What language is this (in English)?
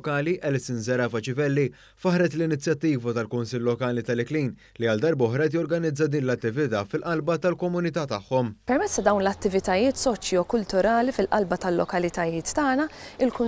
Maltese